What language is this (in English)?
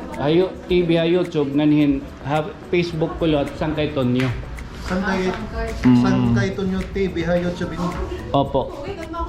Waray